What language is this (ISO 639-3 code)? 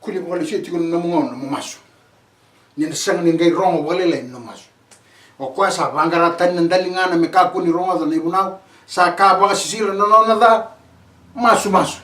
fij